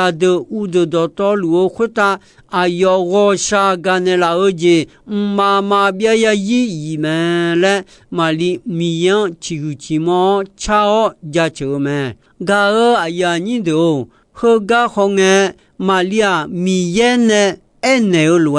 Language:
Akha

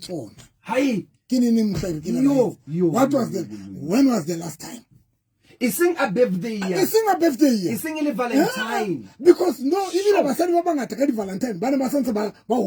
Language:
Southern Sotho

